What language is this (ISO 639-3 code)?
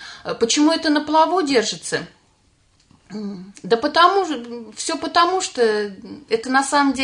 rus